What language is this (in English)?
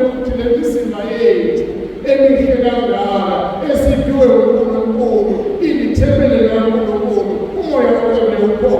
Zulu